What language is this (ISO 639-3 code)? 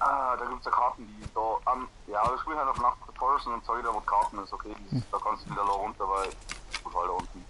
bar